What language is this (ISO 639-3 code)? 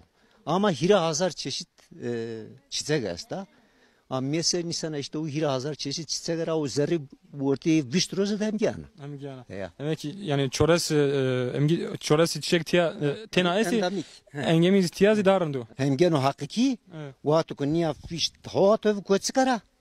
zza